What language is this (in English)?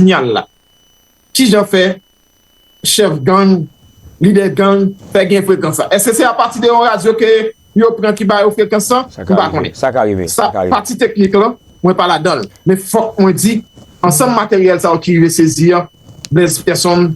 Haitian Creole